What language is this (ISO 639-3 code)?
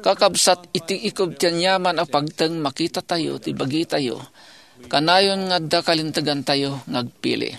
ilo